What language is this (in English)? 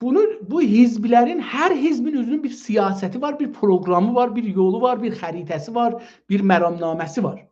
South Azerbaijani